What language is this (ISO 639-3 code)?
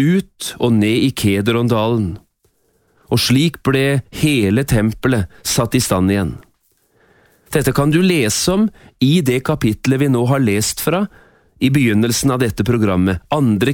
nor